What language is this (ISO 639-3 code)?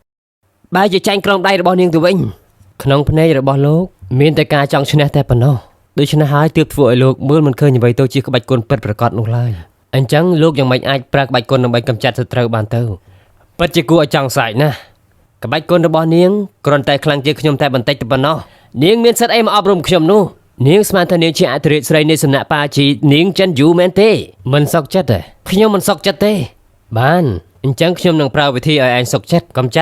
khm